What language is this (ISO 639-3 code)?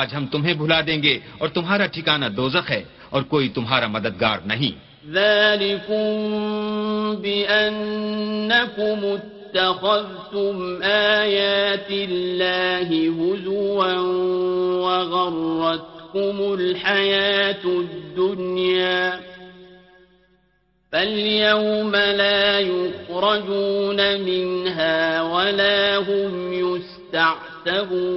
urd